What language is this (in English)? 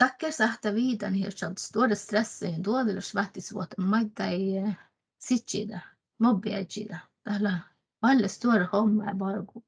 Northern Sami